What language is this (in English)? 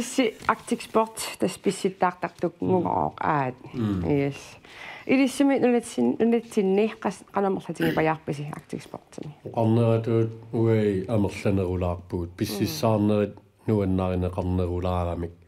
Kalaallisut